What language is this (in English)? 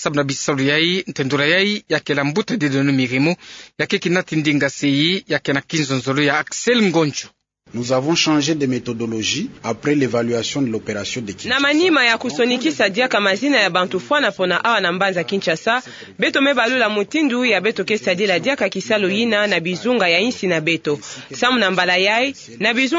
Kituba (Democratic Republic of Congo)